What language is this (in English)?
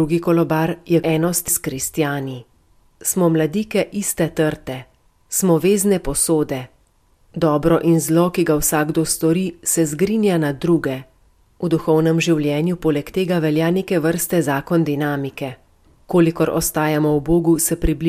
Slovenian